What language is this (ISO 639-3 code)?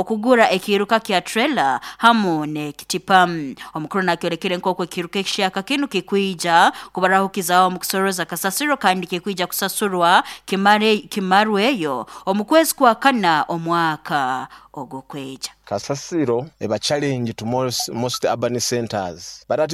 nyo